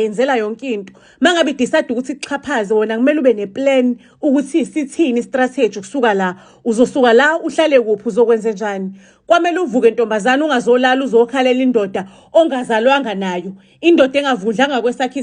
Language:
Zulu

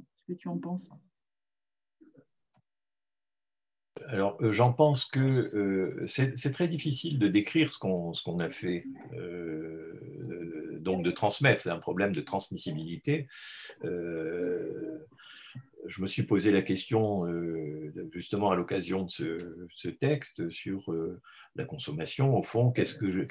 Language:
French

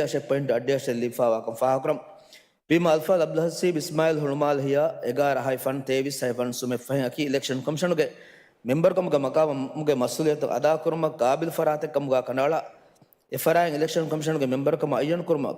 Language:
Divehi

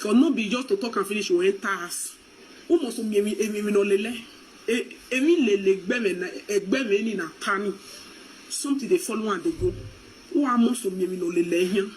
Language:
Nigerian Pidgin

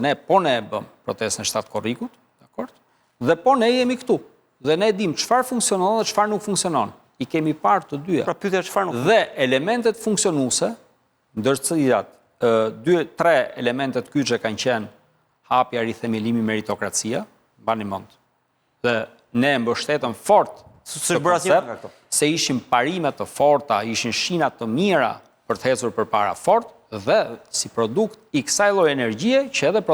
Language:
Albanian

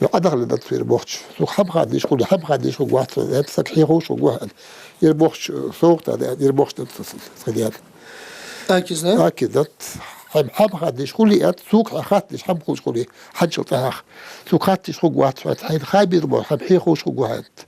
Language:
Ingush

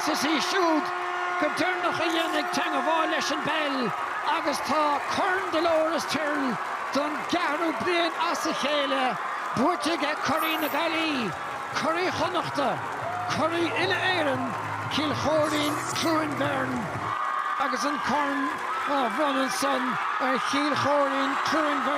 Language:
Irish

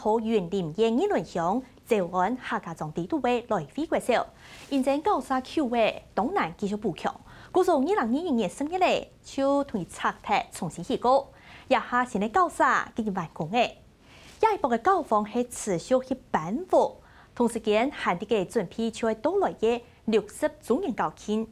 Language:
Hakka Chinese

